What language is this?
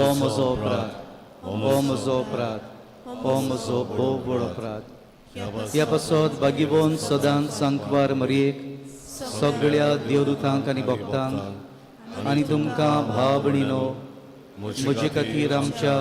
Konkani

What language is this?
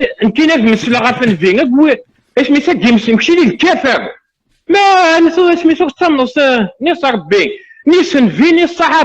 Kabyle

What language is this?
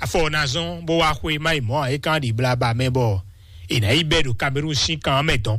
Fon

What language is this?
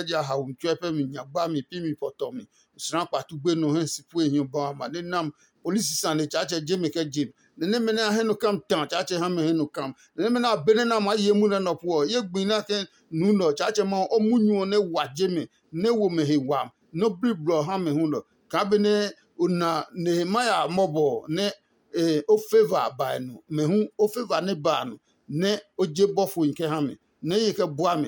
Adangme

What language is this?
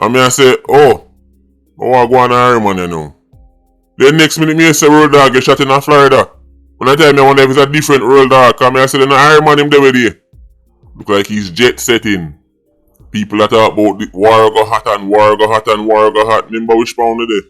Jamaican Creole English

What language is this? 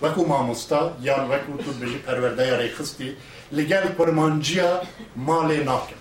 Kurdish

